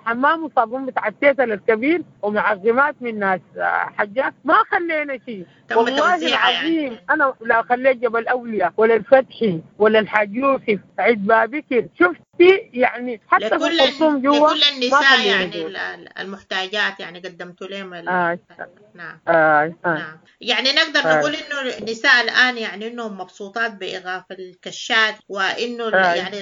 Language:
Sudanese Arabic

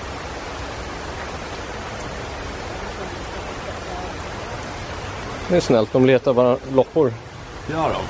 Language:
Swedish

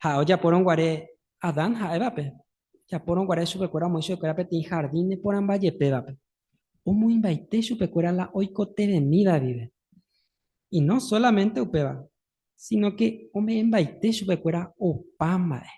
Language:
Guarani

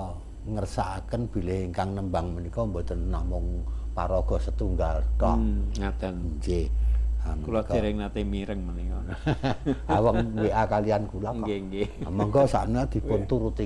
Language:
Javanese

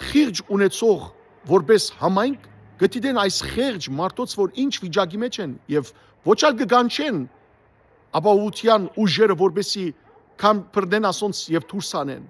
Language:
Western Armenian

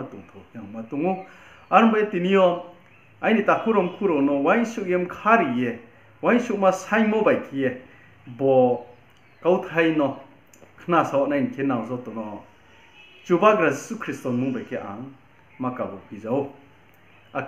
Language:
Riang (India)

